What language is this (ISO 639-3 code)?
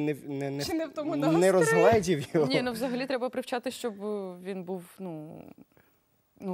ukr